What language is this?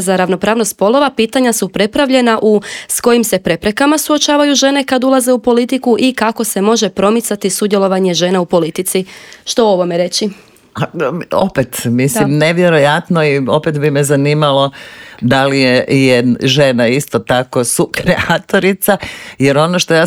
Croatian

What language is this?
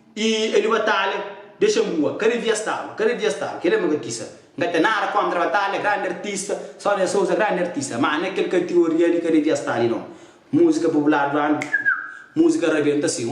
Kabuverdianu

